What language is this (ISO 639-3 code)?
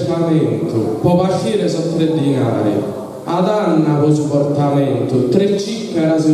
srd